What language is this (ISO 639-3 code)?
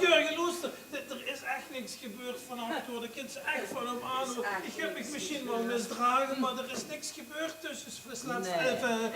lim